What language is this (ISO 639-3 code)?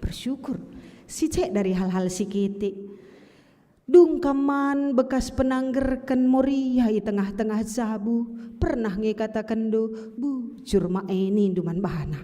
btx